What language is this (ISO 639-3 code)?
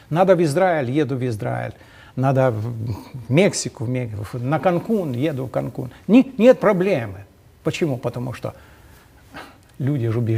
rus